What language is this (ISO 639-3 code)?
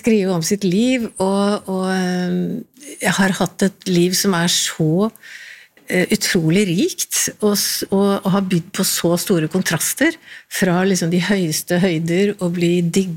nor